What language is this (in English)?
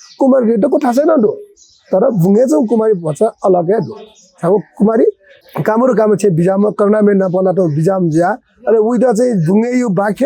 Newari